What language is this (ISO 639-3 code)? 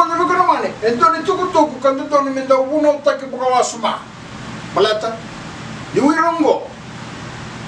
fij